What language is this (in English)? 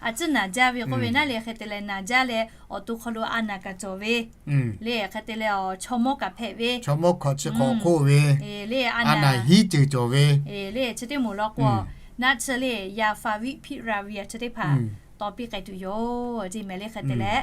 Lahu